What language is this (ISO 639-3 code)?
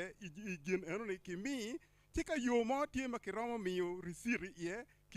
ach